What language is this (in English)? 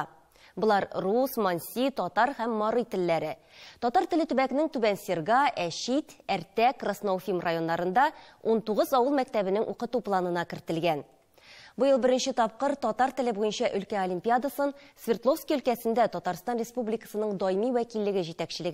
Tatar